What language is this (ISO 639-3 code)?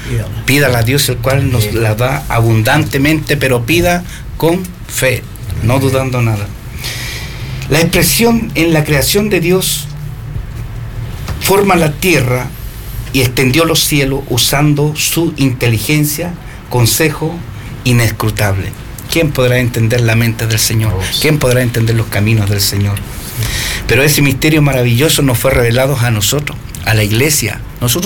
spa